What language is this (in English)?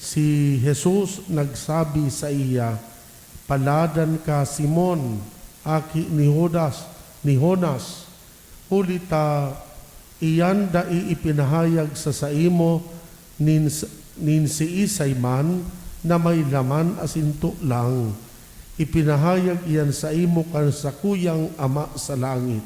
Bikol